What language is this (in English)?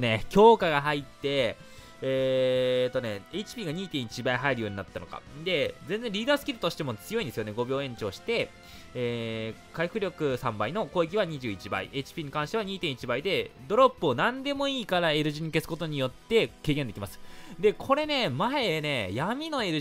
Japanese